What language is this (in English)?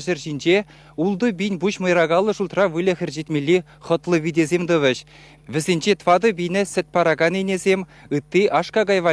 Chuvash